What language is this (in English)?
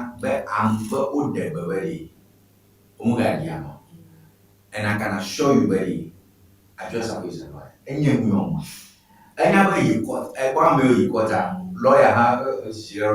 Ewe